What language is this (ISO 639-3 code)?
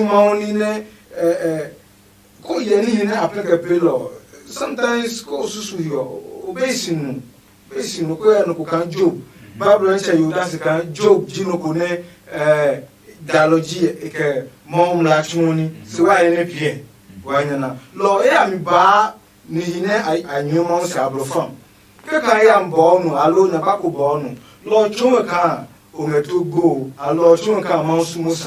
ada